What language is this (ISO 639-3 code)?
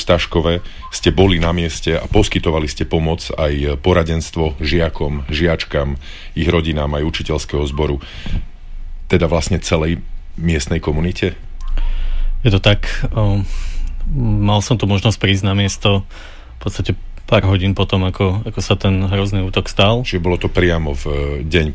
slk